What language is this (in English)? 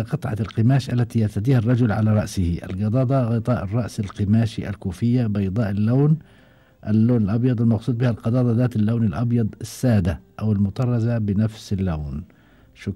Gulf Arabic